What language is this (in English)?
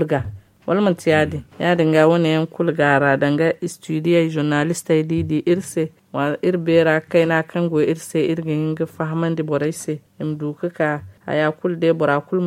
Zarma